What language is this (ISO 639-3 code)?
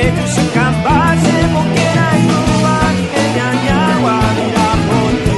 grn